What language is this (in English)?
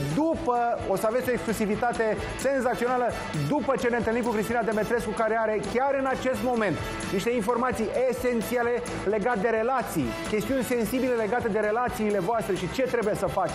Romanian